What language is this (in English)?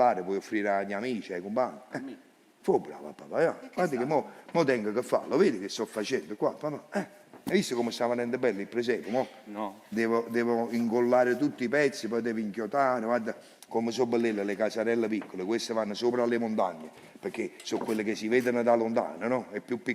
Neapolitan